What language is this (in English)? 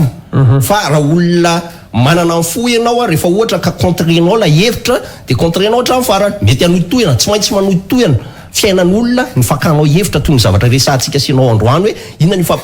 Malagasy